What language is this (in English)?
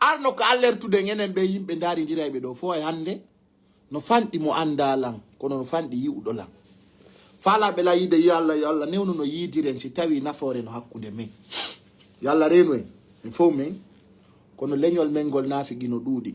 Fula